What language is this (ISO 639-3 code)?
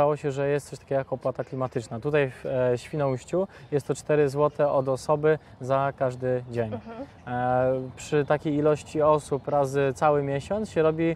pol